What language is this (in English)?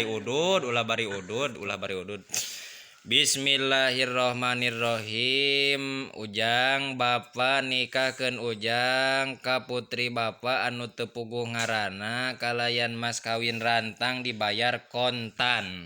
Sundanese